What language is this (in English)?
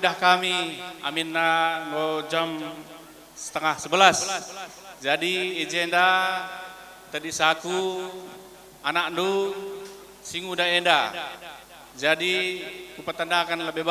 Batak Karo